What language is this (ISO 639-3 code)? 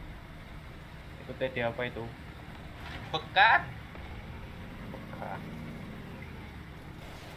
ind